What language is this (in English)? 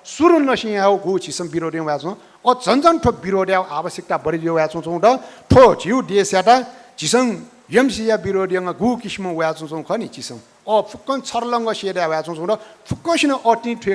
Newari